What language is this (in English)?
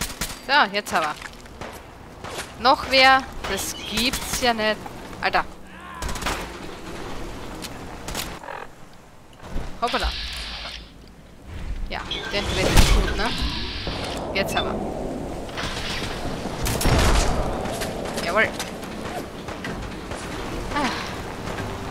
German